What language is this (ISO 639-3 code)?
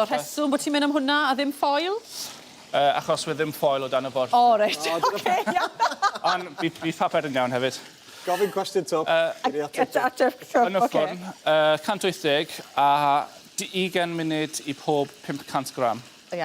cym